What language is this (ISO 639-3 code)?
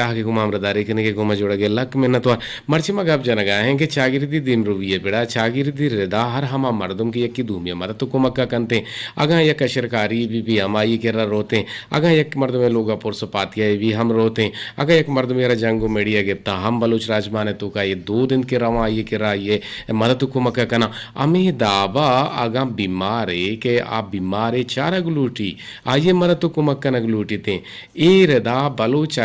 bgp